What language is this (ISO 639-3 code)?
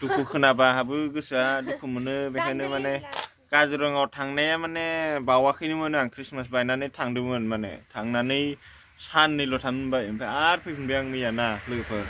brx